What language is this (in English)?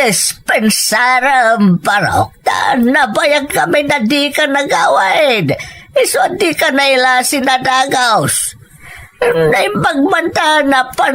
Iloko